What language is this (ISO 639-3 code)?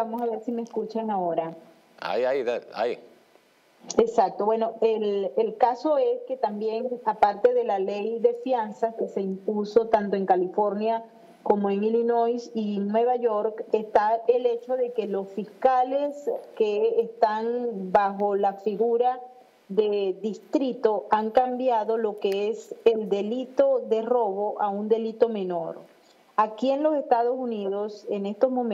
spa